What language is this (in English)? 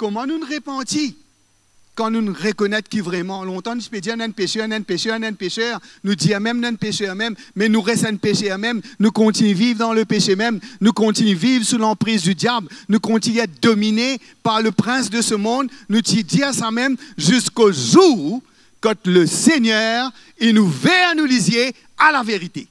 Morisyen